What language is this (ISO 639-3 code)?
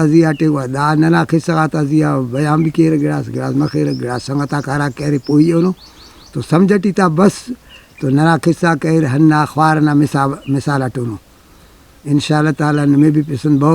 brh